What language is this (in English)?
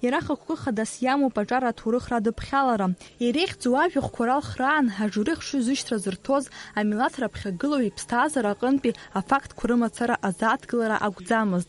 Abkhazian